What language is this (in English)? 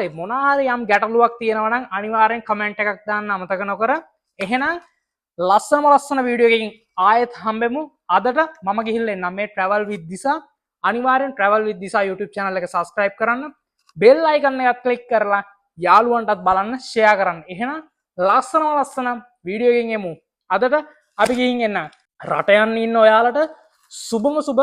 Sinhala